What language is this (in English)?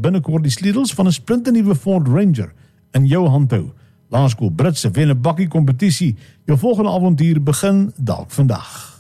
Afrikaans